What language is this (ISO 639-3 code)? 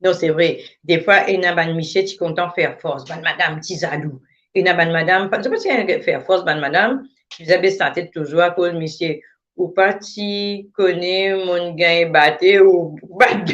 mfe